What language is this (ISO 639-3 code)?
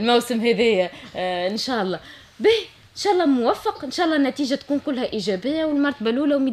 aeb